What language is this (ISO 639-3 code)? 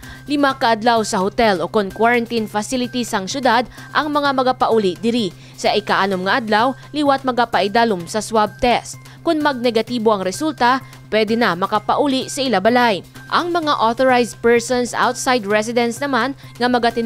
hil